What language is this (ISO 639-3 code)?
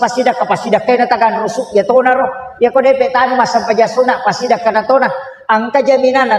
bug